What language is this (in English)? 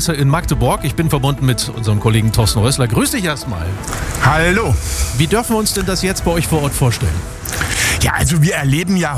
German